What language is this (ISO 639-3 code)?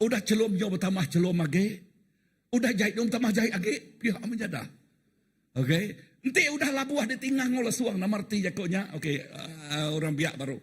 iba